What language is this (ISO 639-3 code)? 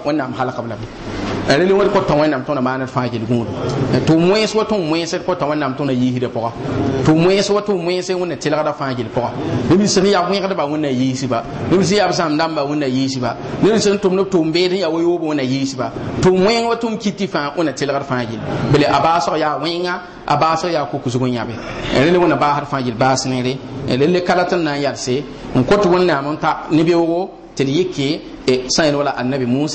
mos